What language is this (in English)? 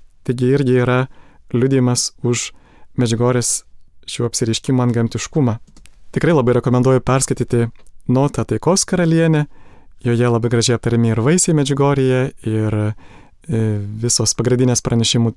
Lithuanian